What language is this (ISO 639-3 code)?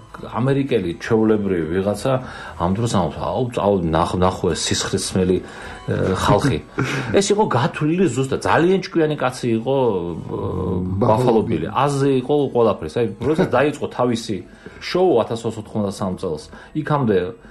kat